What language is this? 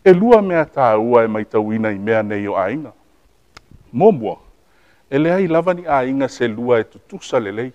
Samoan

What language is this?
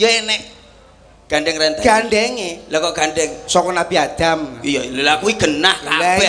Javanese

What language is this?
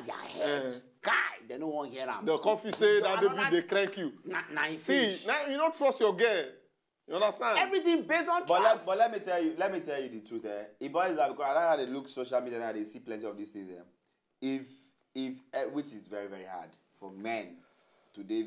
Nigerian Pidgin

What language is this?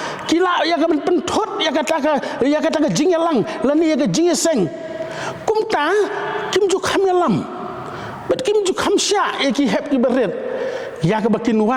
Khasi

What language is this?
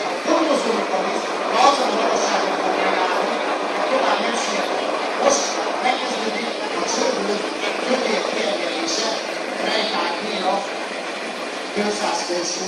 Hungarian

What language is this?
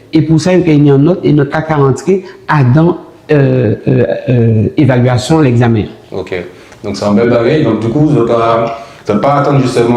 Guadeloupean Creole French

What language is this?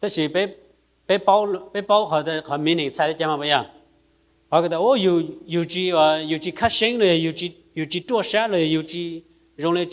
Hmong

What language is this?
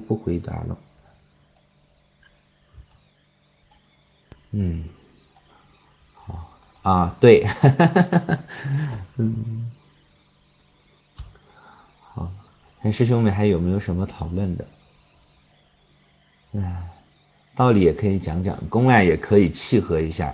Chinese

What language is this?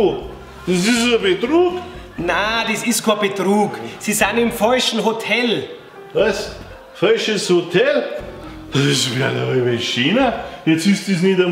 Bavarian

